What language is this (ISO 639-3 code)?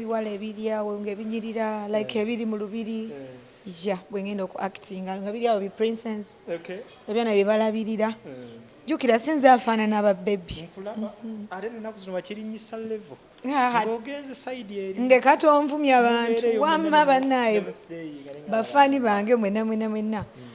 lug